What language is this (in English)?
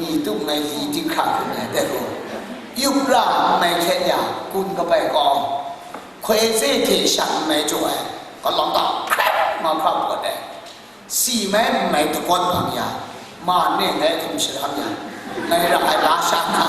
Kachin